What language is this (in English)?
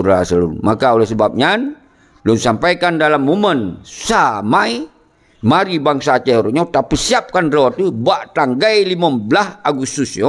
Achinese